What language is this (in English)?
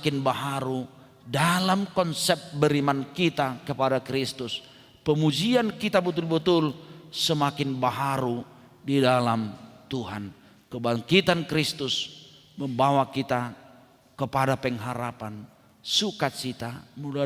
Batak Toba